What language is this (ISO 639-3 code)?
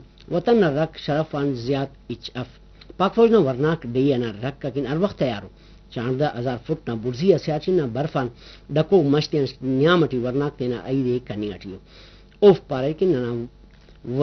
brh